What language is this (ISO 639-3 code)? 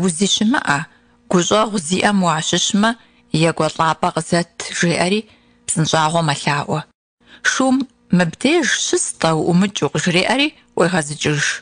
kbd